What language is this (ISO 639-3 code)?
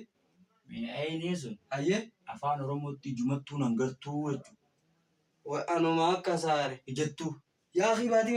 orm